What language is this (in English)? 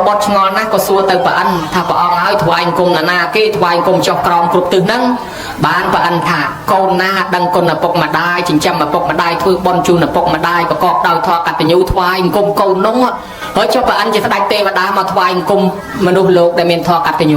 Khmer